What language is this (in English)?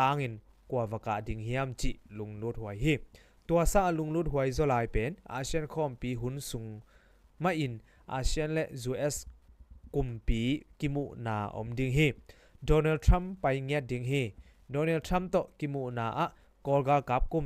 Tedim Chin